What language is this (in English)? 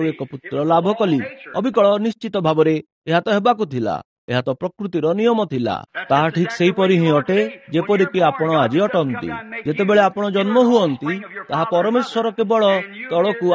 Odia